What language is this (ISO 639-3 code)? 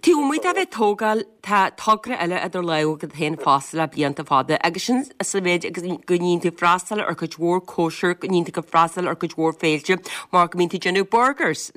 gle